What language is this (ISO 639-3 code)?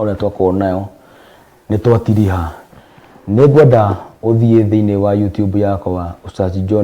kik